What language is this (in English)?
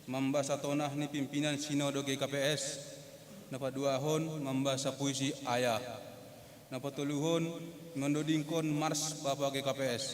Batak Simalungun